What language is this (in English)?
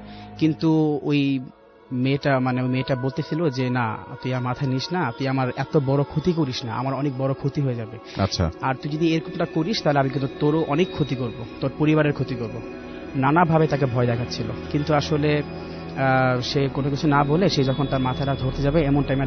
Bangla